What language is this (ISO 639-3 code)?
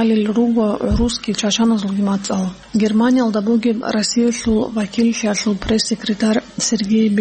ava